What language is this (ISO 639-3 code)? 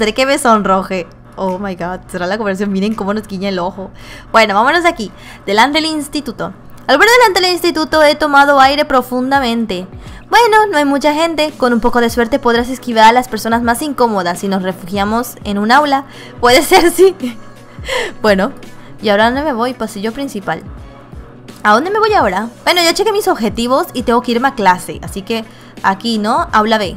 spa